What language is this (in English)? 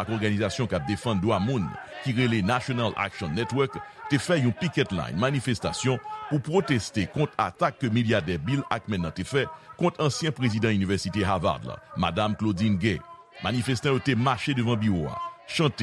Haitian Creole